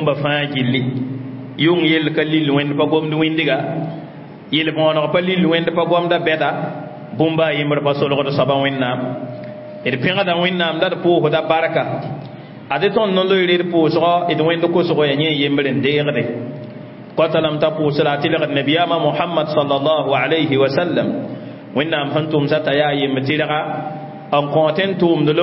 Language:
Mossi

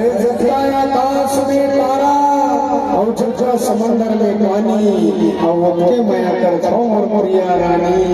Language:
Chhattisgarhi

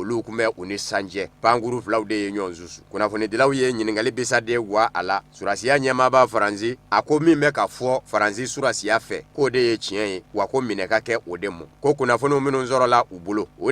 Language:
Bambara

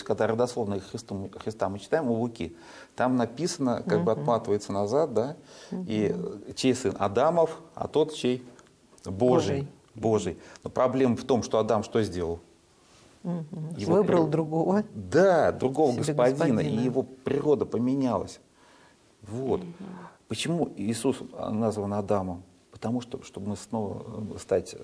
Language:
Russian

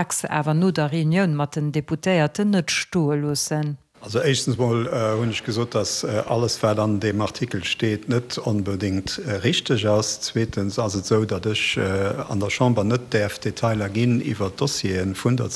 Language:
Luxembourgish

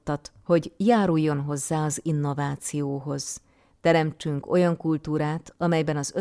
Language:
Hungarian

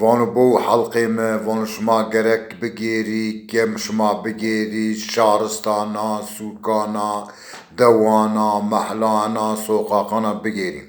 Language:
Zaza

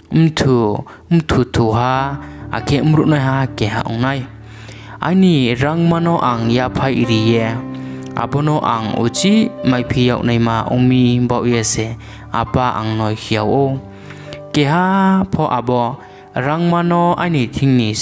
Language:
Riang (India)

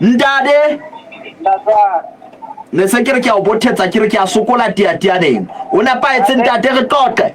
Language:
Southern Sotho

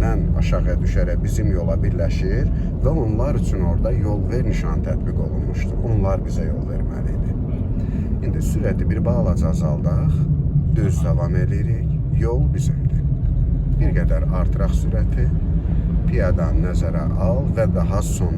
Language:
Azerbaijani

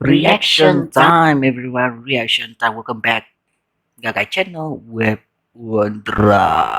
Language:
Iban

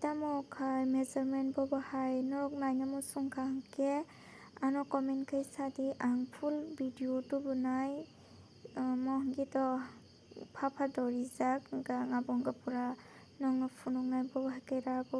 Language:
Kok Borok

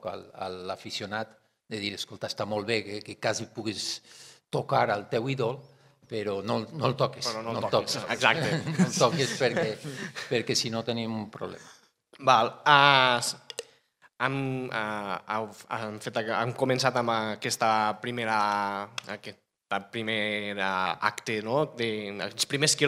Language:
Catalan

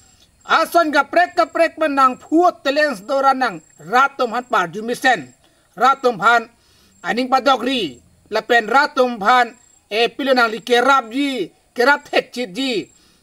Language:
Karbi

